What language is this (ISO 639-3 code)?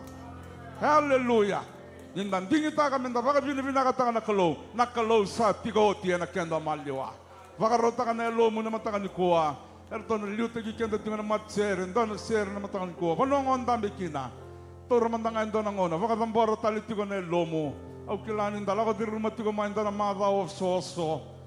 fij